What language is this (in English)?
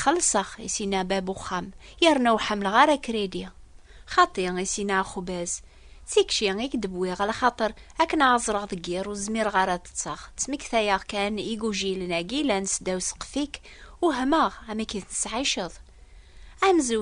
Kabyle